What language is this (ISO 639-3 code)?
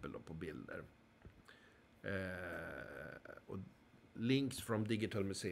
swe